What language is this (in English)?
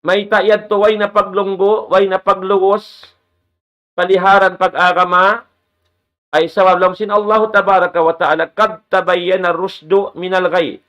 Tausug